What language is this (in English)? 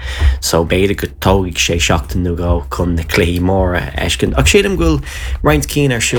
Irish